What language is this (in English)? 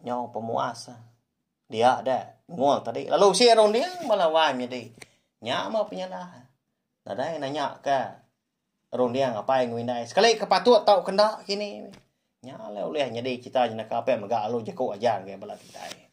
Iban